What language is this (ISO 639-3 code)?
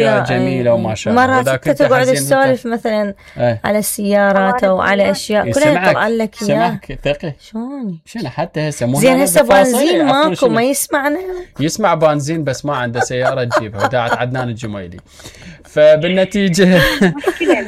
acm